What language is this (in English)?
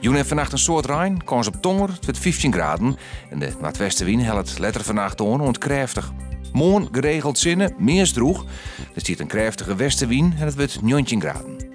Western Frisian